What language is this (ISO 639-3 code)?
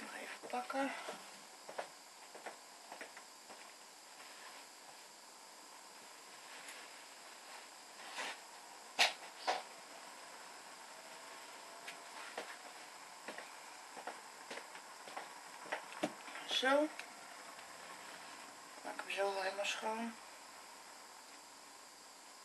nld